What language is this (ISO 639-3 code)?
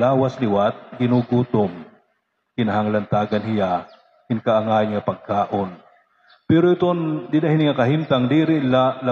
war